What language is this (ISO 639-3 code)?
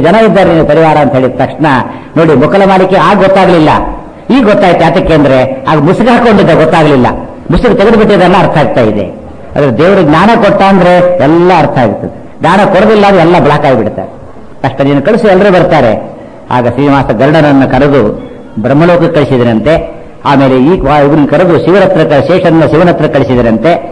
kan